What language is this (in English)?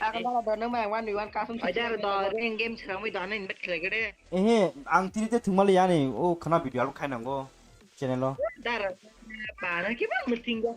Kok Borok